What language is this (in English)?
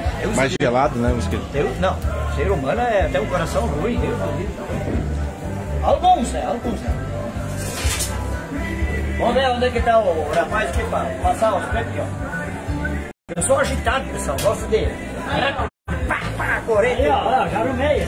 Portuguese